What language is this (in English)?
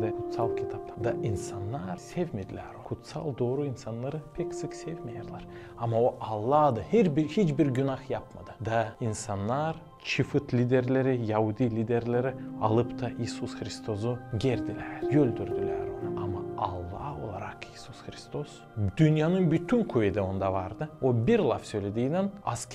Gagauz